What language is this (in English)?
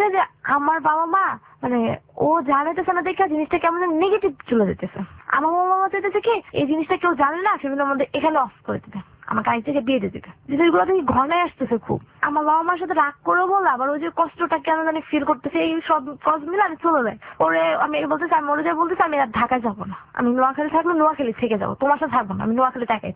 Bangla